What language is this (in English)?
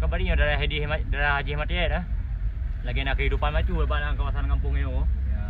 Achinese